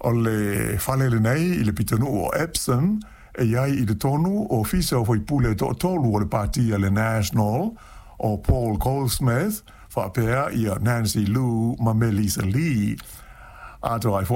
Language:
Samoan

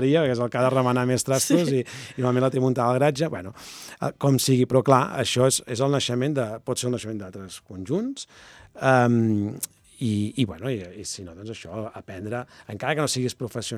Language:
Catalan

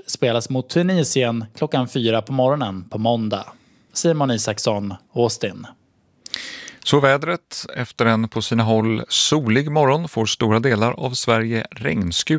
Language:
Swedish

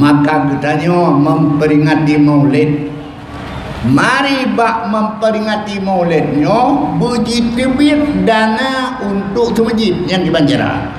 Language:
Achinese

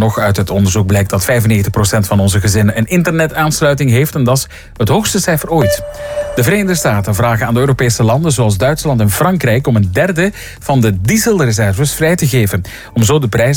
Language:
Dutch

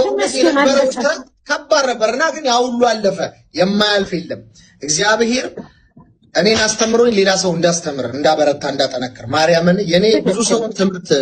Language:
Amharic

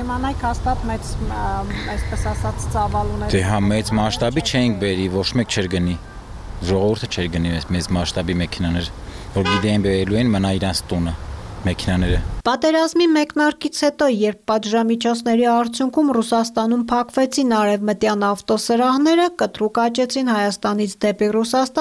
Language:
Armenian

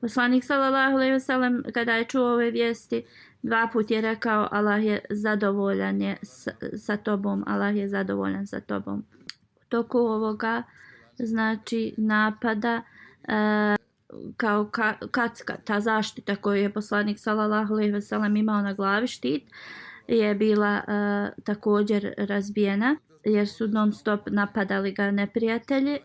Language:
Bosnian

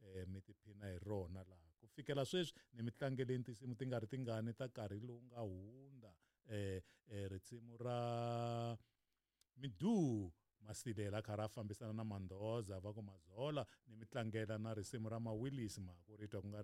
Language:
Tsonga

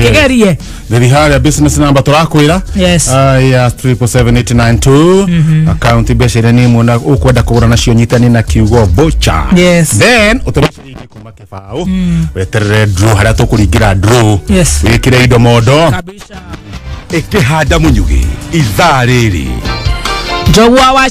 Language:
Kikuyu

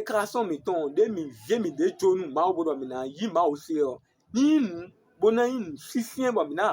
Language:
Fon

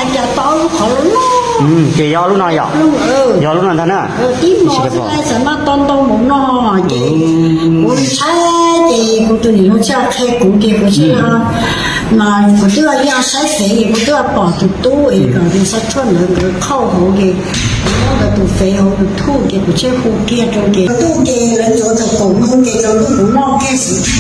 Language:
Hmong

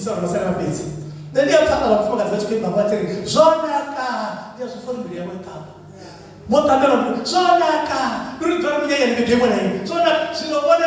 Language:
Venda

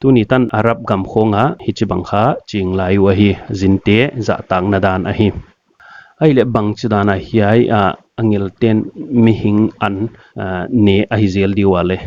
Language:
Paite Chin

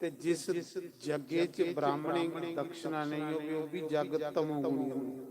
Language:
Dogri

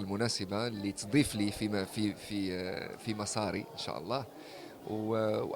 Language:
Egyptian Arabic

